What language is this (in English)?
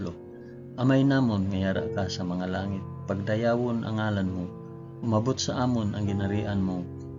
Hiligaynon